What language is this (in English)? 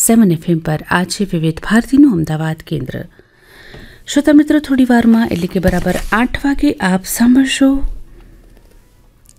Gujarati